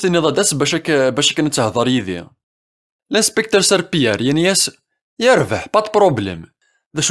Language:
Kabyle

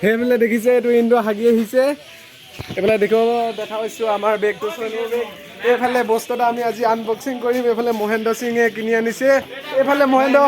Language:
Assamese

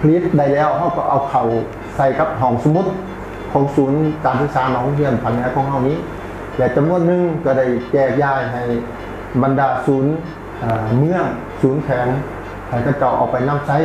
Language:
Lao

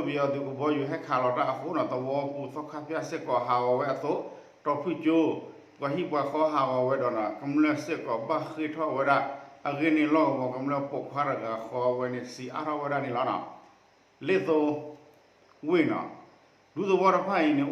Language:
S'gaw Karen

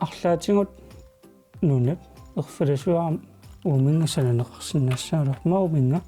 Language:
Kalaallisut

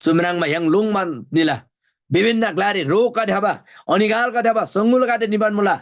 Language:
Eastern Tamang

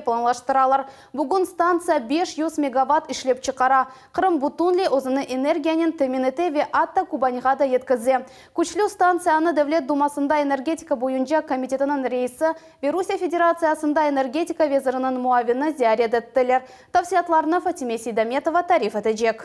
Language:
Crimean Tatar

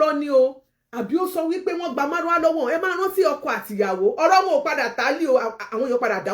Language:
Yoruba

